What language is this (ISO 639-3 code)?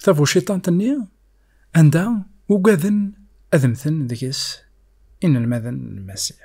kab